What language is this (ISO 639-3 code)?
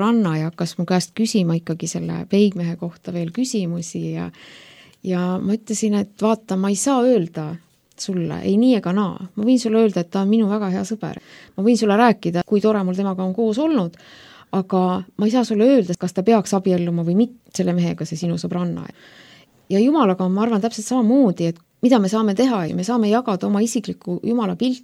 est